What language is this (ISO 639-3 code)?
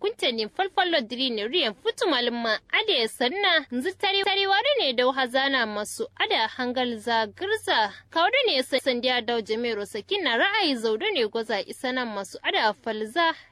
kau